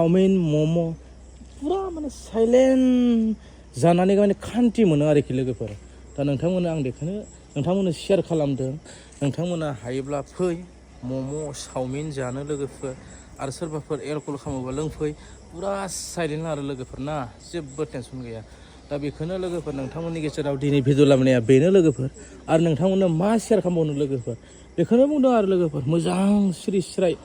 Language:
Bodo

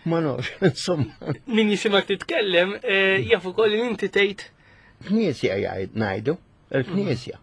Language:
Maltese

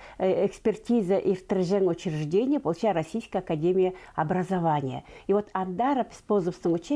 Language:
Khakas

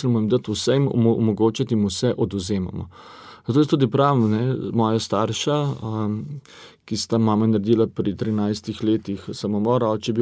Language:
Slovenian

